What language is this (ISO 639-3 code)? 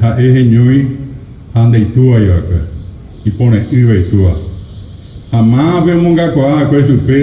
grn